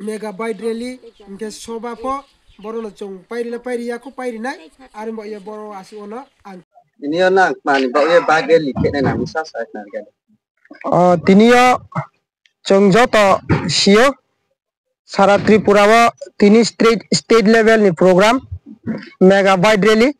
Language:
Kok Borok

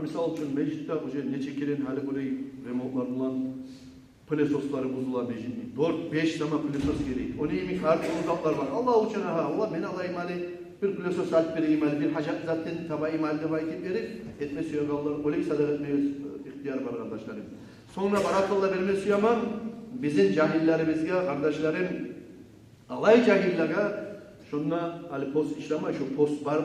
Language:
Kumyk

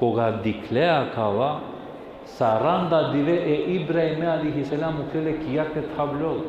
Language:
Balkan Romani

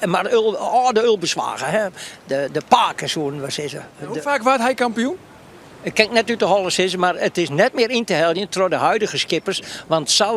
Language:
Western Frisian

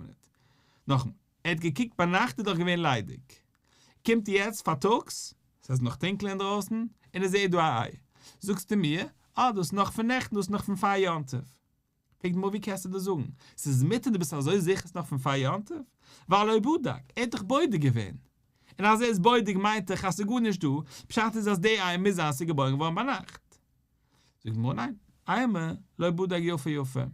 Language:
Yiddish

